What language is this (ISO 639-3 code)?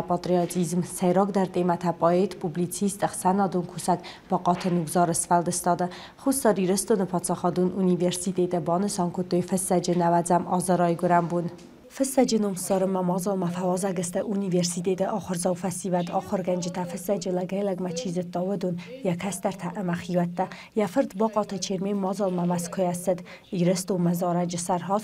oss